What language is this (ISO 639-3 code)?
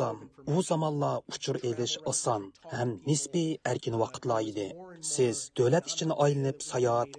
uig